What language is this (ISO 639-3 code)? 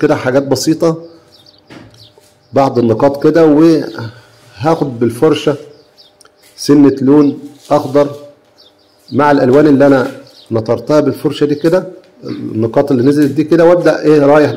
arz